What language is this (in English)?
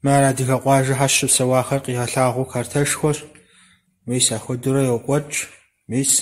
Kabardian